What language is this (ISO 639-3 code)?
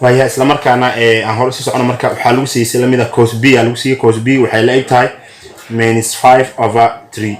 som